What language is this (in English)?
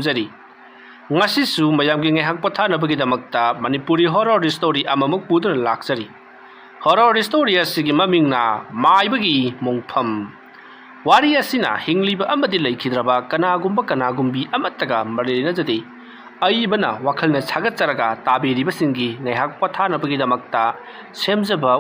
Manipuri